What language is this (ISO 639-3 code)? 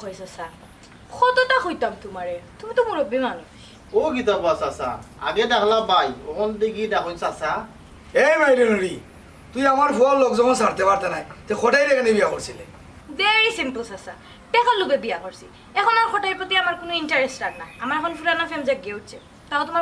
syl